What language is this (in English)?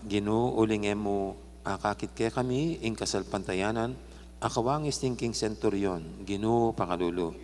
Pampanga